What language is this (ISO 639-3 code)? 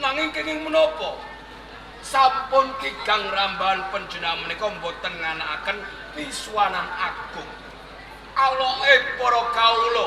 jav